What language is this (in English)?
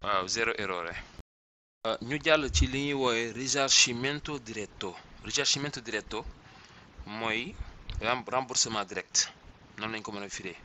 Wolof